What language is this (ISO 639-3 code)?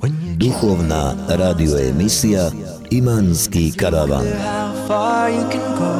bos